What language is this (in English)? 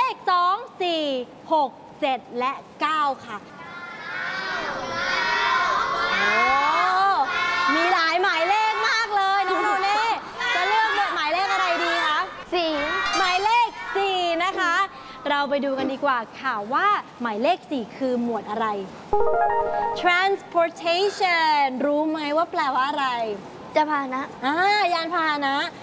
Thai